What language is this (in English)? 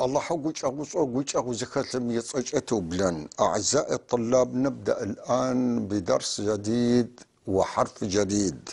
North Levantine Arabic